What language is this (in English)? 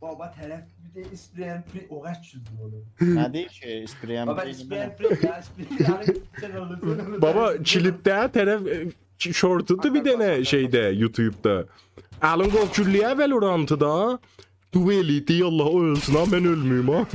South Azerbaijani